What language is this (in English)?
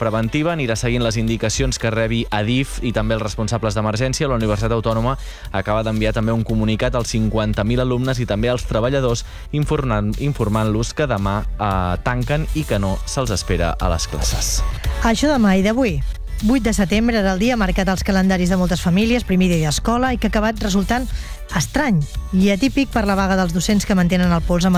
Catalan